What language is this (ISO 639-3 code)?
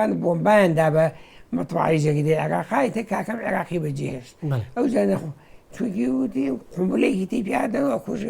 ckb